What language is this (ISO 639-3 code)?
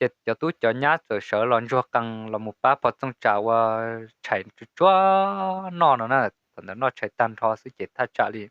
hmn